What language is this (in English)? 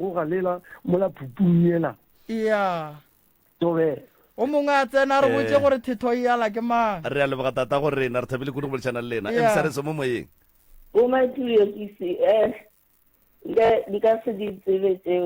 Northern Sotho